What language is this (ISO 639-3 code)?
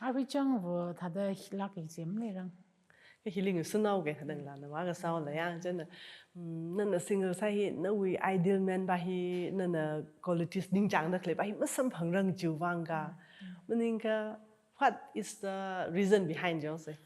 nmf